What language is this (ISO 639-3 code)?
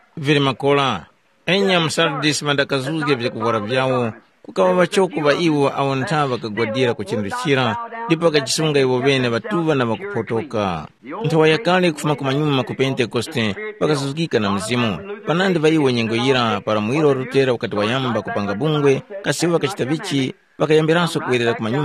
tum